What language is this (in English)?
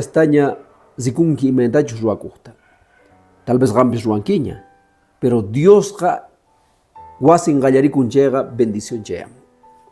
Quechua